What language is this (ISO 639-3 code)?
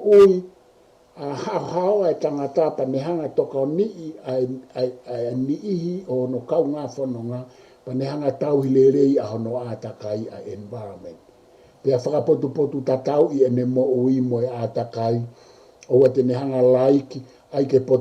ton